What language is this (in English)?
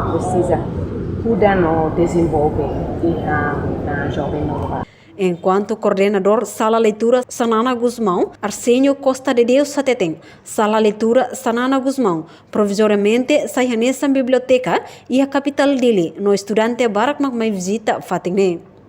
Tetum